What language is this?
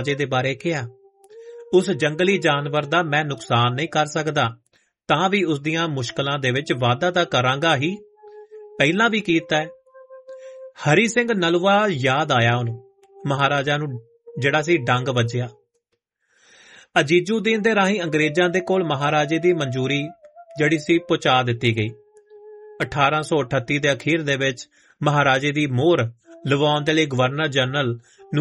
Punjabi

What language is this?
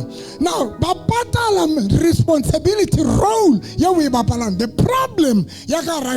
Southern Sotho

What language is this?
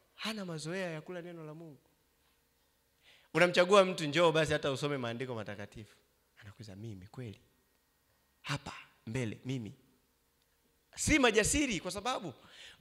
Swahili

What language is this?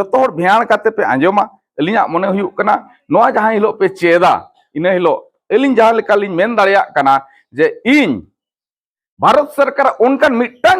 Santali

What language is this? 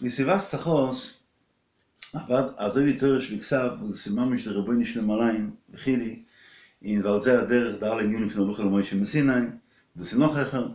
Yiddish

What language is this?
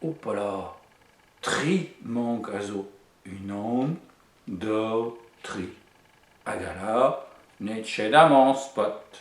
Breton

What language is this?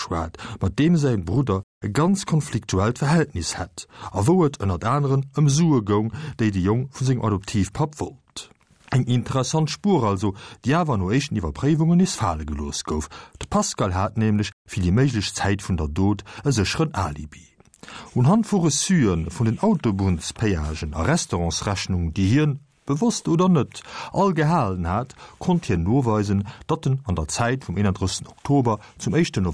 Luxembourgish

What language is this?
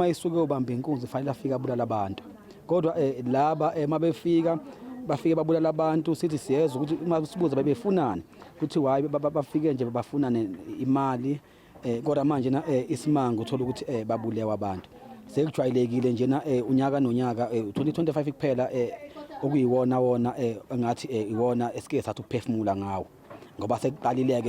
Zulu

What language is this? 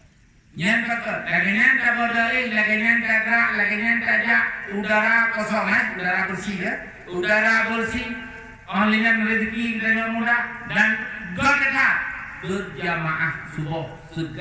Achinese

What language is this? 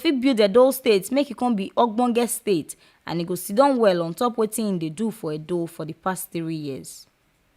Nigerian Pidgin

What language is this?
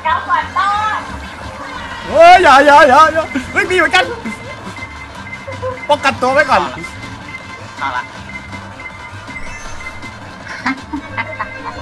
Thai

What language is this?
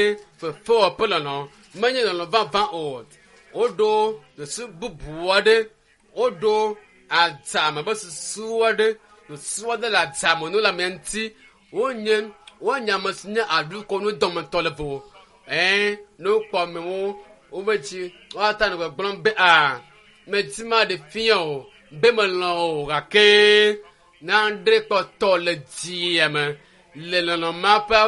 Ewe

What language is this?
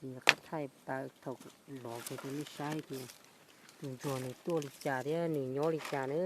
Hmong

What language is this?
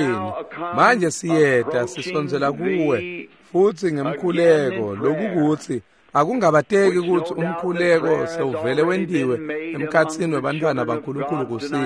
Swati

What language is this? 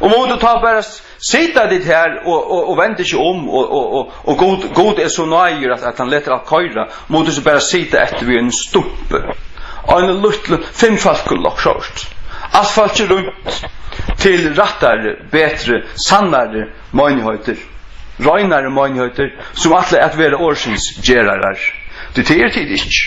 Faroese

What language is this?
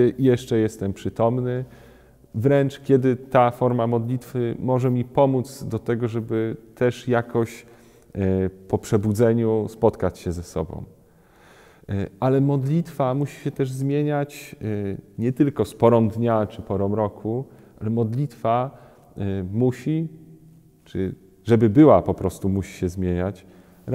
Polish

